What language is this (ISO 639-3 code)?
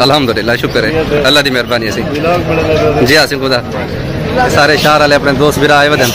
skr